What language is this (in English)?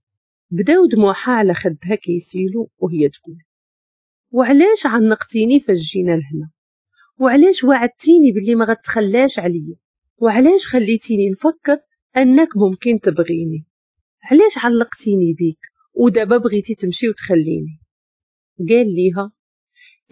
Moroccan Arabic